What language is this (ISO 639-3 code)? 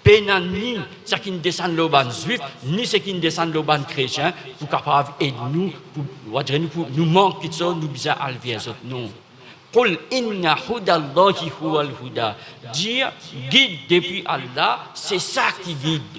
mfe